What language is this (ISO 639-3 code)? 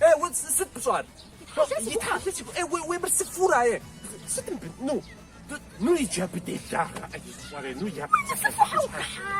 kbd